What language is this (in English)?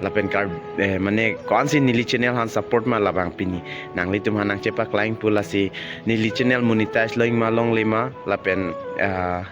Karbi